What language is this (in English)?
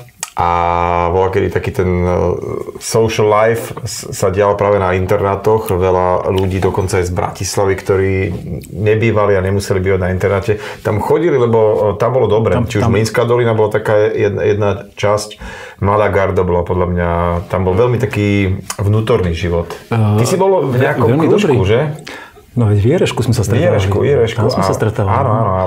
Slovak